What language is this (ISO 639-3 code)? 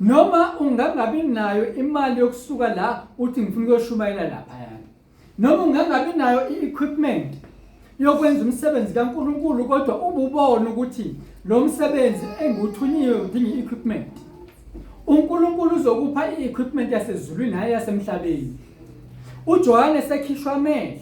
zul